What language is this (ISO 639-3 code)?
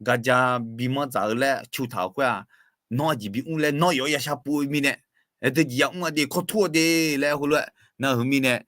ahk